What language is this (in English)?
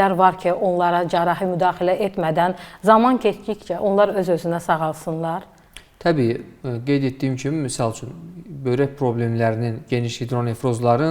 Azerbaijani